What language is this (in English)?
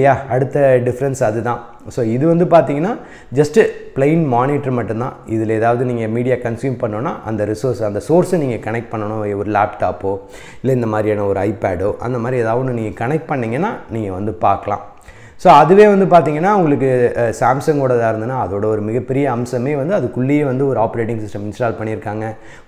Tamil